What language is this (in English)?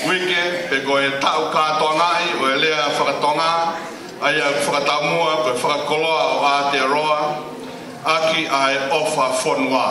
Tongan